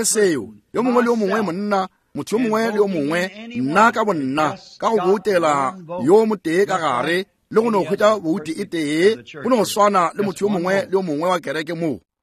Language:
Northern Sotho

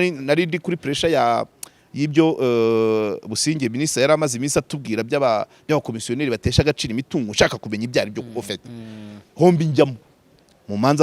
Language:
Kinyarwanda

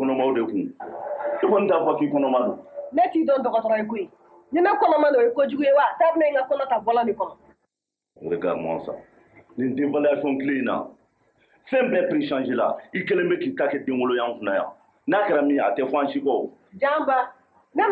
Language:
Bambara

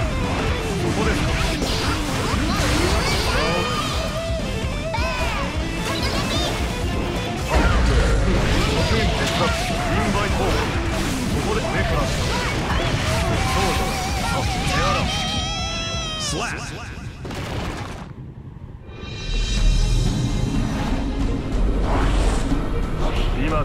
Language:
Japanese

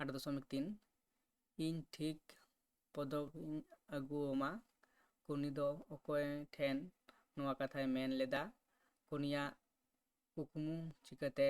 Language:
Santali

